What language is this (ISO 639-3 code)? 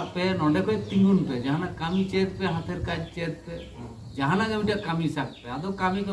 sat